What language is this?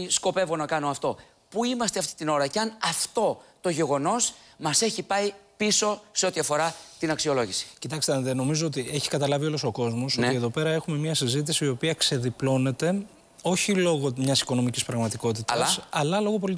Greek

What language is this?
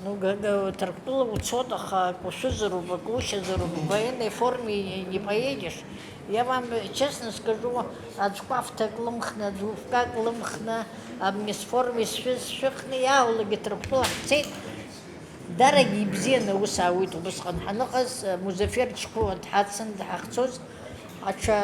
Abkhazian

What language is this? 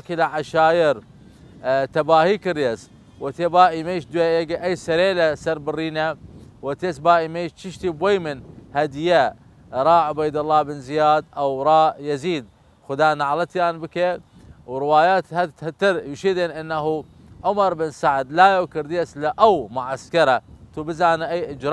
Southern Kurdish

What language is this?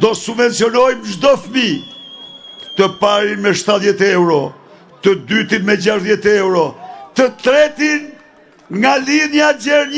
Albanian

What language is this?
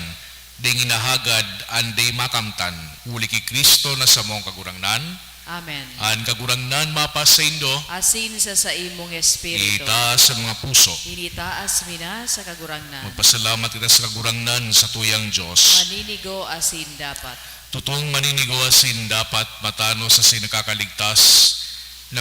Bikol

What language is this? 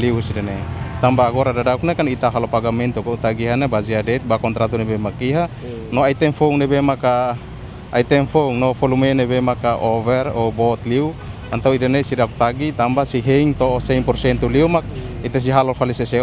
Tetum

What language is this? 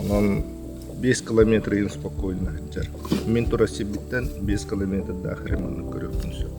Yakut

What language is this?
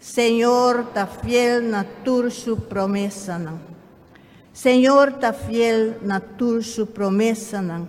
Papiamento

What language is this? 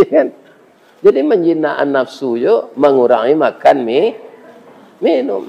Minangkabau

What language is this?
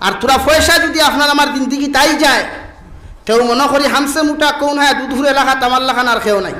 Sylheti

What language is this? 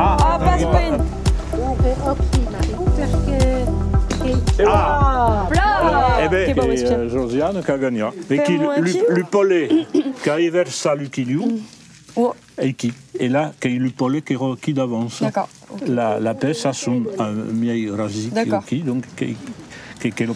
Occitan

